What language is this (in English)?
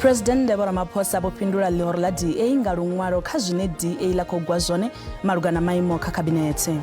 Venda